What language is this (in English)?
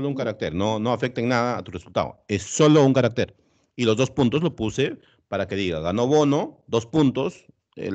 Spanish